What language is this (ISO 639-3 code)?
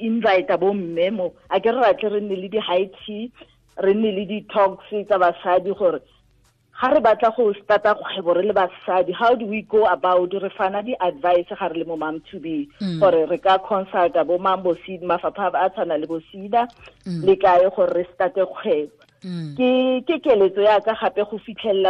tsn